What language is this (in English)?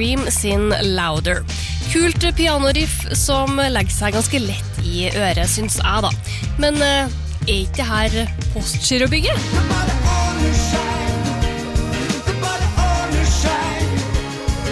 Norwegian